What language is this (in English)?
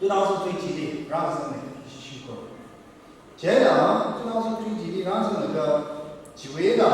Tangkhul Naga (India)